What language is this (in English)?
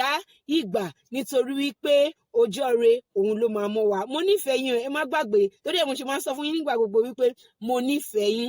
Yoruba